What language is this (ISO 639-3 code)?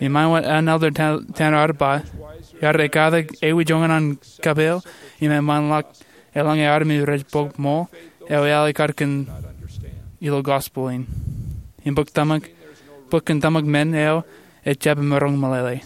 mah